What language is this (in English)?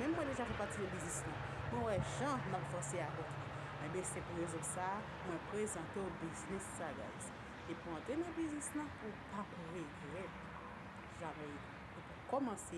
Haitian Creole